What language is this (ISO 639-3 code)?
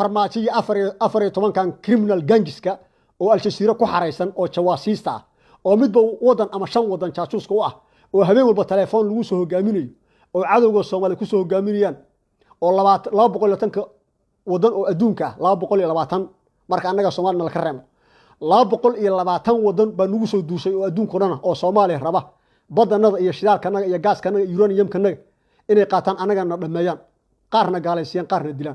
som